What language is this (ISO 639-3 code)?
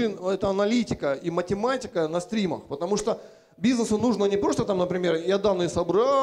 rus